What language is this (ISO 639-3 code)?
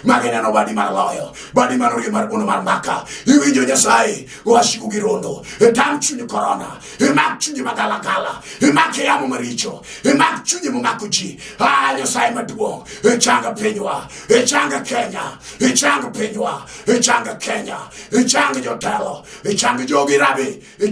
luo